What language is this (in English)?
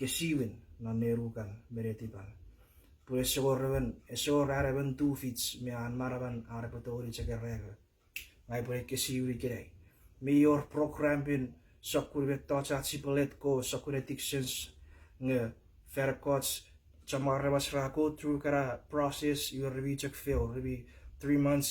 Chuukese